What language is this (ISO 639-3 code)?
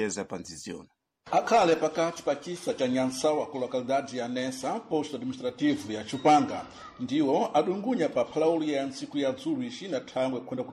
seh